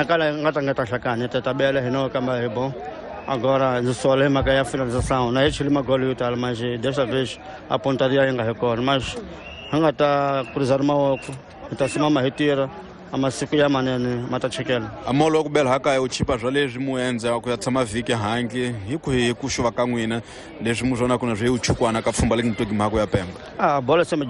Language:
Tsonga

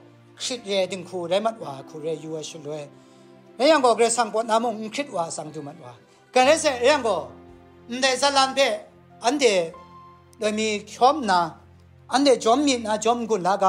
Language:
Kachin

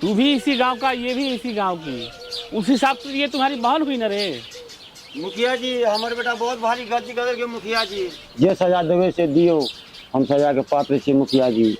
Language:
Maithili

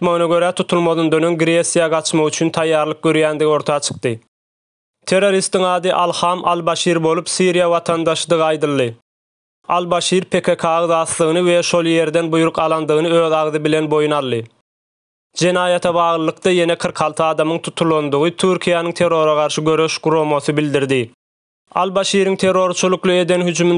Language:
Turkmen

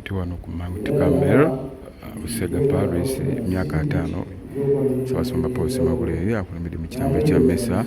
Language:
Ganda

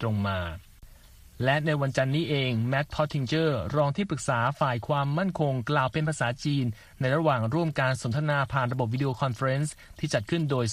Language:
Thai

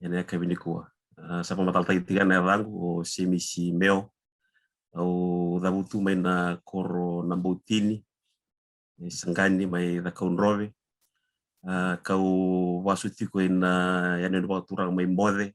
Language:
Fijian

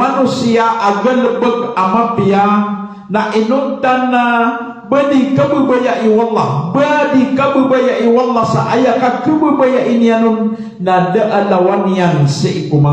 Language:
Maranao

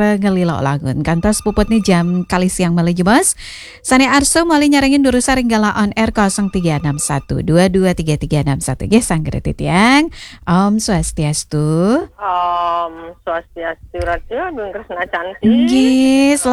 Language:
Balinese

